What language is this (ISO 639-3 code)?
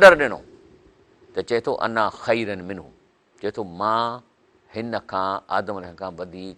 snd